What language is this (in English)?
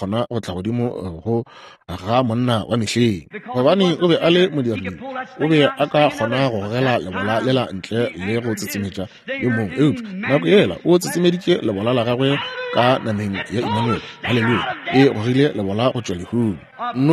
Northern Sotho